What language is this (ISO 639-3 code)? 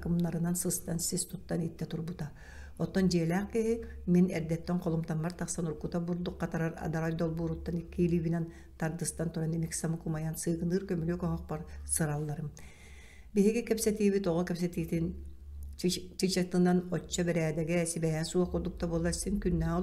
sah